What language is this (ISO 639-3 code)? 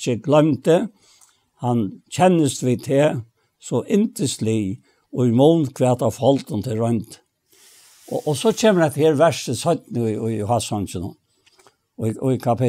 fao